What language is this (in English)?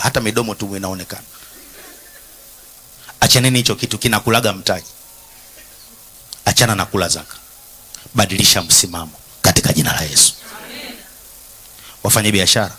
Swahili